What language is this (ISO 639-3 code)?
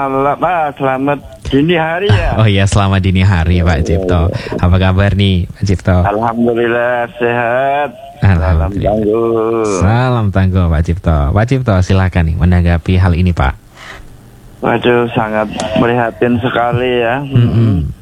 ind